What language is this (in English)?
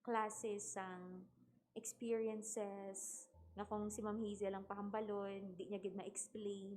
Hiligaynon